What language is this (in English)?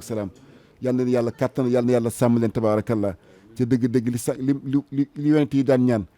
Wolof